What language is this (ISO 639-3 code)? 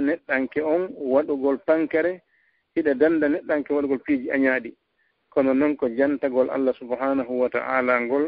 ful